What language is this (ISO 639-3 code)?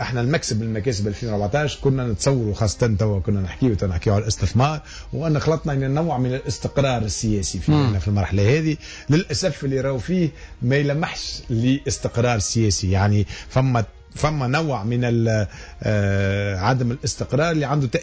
aeb